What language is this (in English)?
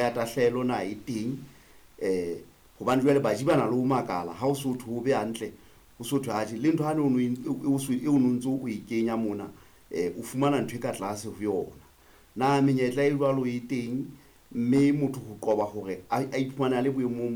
Southern Sotho